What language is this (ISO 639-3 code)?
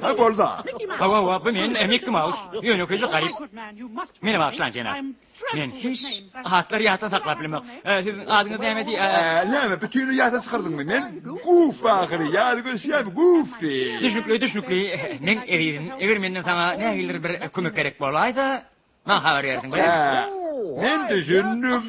tuk